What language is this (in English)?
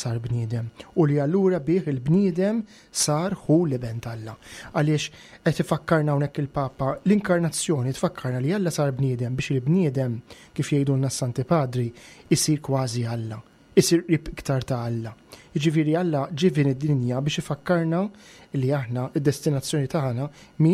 Maltese